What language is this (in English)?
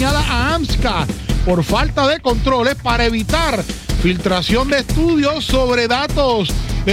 Spanish